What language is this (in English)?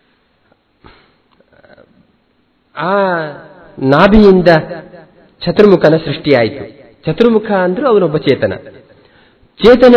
Kannada